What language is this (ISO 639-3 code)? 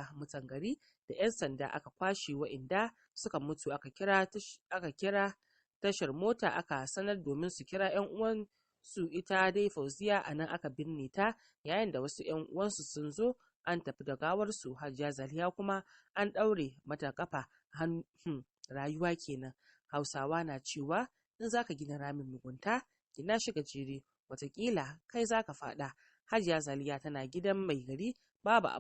hau